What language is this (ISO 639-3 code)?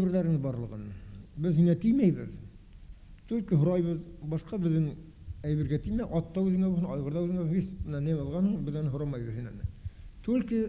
bak